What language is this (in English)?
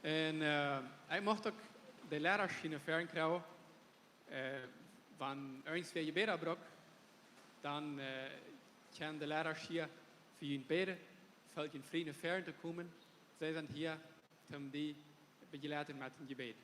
Plautdietsch